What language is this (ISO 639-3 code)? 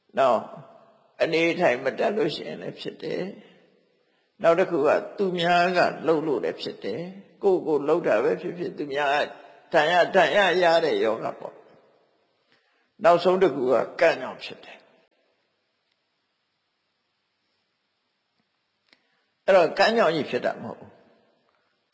mya